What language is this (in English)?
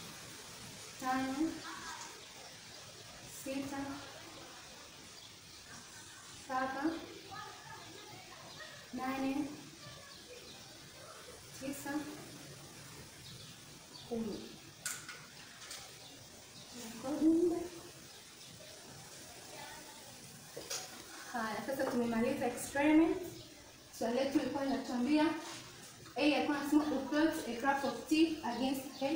Swahili